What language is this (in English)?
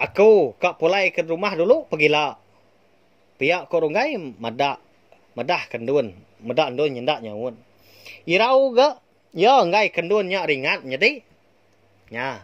Iban